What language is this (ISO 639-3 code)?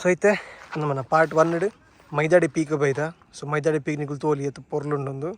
tcy